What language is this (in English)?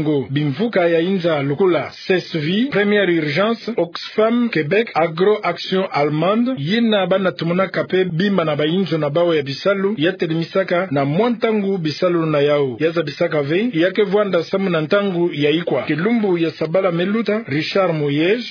Kituba (Democratic Republic of Congo)